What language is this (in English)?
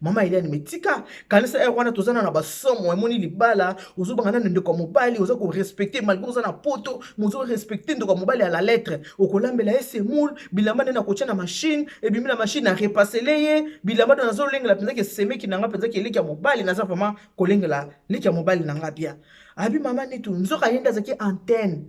Lingala